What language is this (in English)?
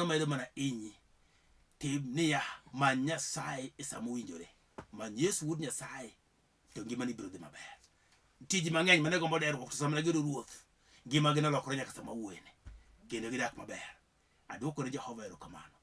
Luo (Kenya and Tanzania)